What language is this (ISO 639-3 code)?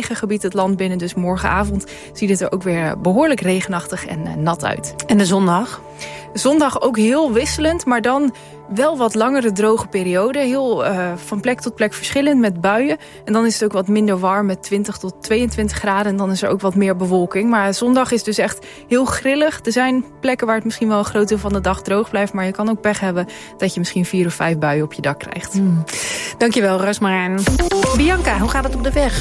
nld